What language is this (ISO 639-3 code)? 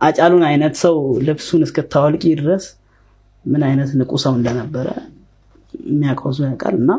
amh